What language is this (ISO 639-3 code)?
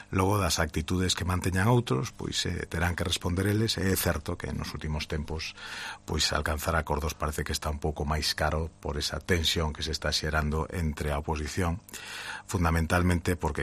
glg